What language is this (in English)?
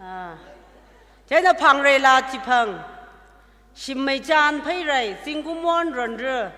Tangkhul Naga (India)